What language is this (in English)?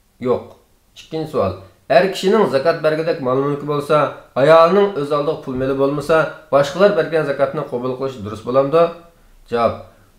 Uyghur